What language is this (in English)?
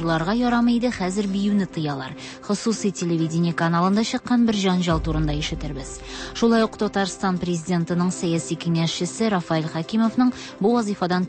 Tatar